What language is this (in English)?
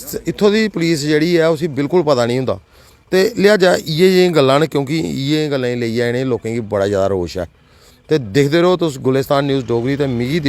Dogri